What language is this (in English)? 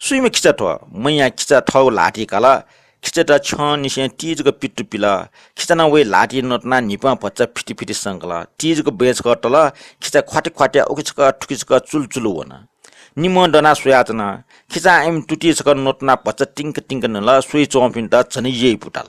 Newari